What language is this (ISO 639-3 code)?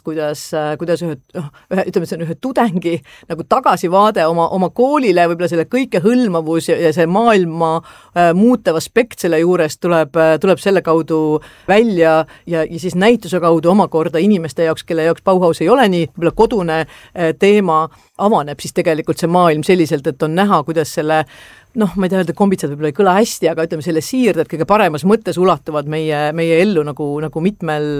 est